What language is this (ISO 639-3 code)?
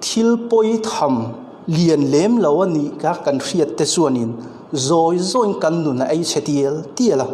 lus